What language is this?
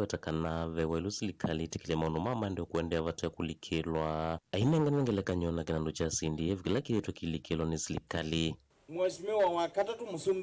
Kamba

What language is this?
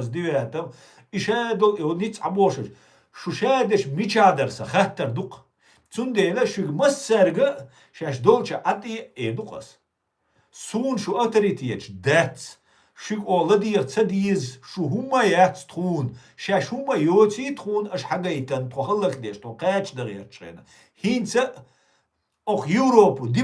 Chechen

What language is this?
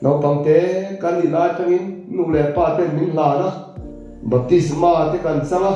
Mizo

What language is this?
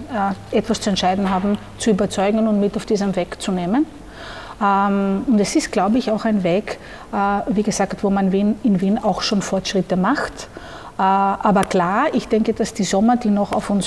German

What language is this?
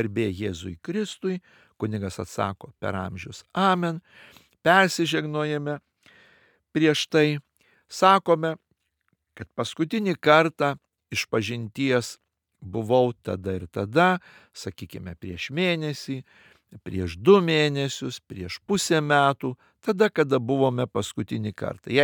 Lithuanian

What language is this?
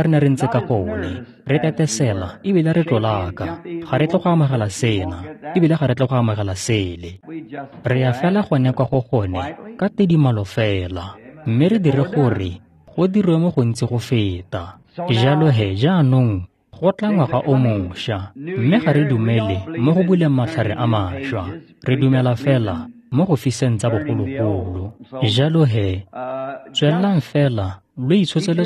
Tswana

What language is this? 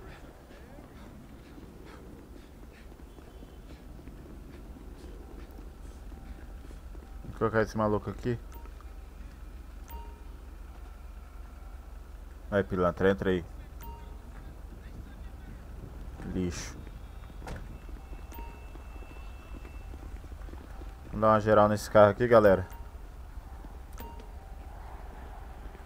Portuguese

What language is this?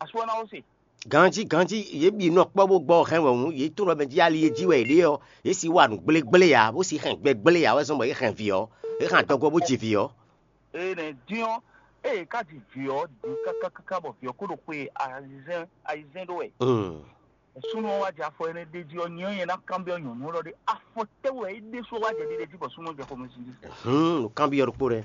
Fon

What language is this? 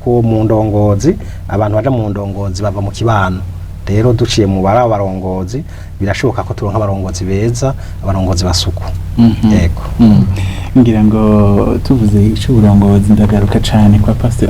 Rundi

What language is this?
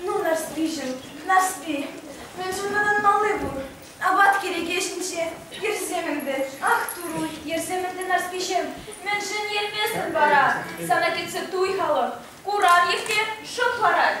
Chuvash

